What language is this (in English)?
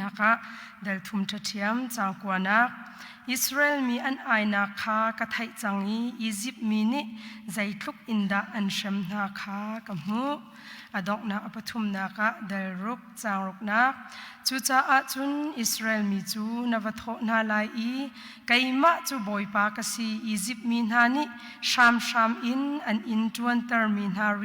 Hakha Chin